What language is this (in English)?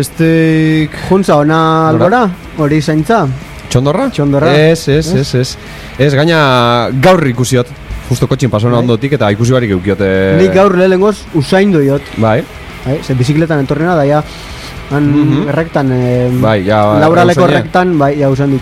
Basque